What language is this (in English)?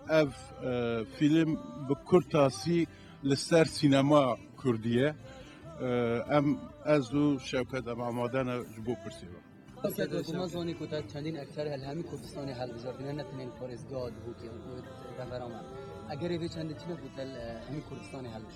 Kurdish